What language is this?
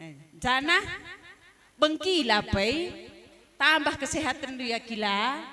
Batak Karo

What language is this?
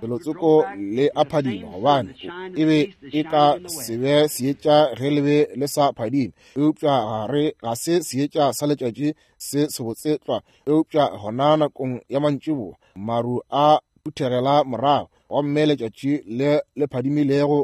Northern Sotho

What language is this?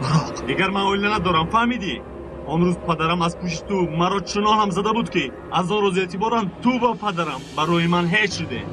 Tajik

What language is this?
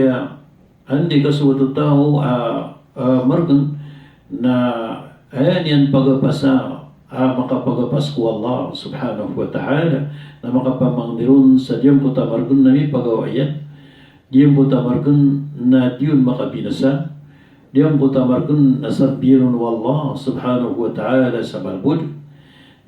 Maranao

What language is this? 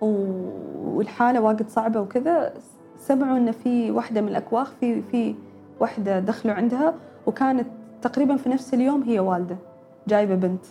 Gulf Arabic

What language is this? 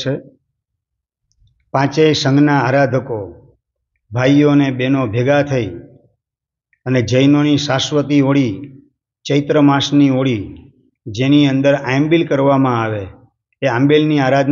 Gujarati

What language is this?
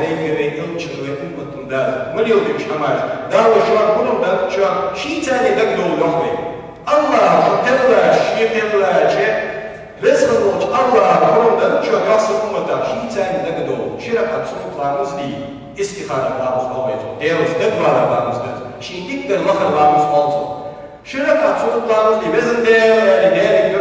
Ingush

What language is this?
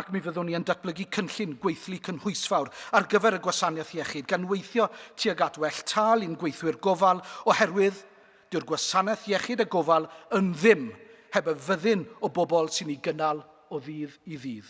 Welsh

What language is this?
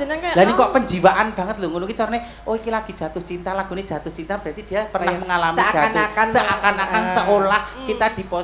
Javanese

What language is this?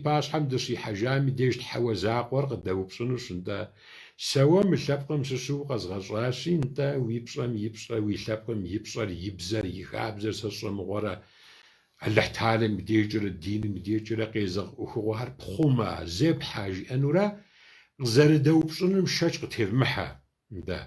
Kabardian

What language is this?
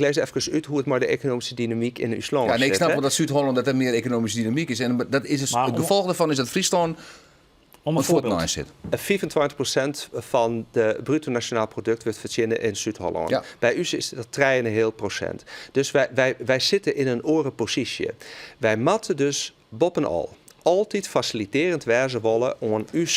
Western Frisian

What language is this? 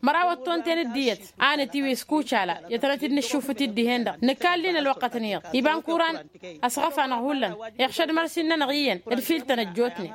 Tamasheq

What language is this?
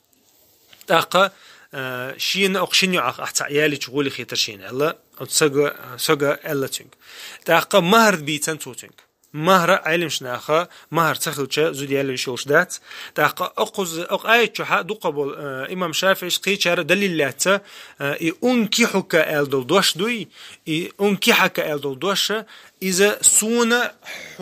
Chechen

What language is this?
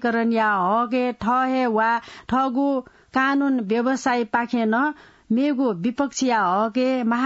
Newari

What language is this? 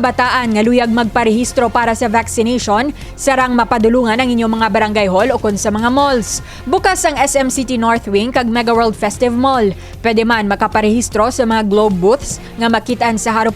Hiligaynon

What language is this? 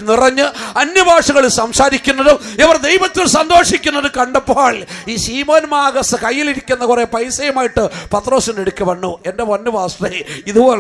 Malayalam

